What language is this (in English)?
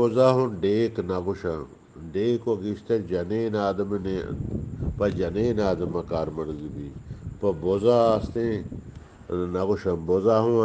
Eastern Balochi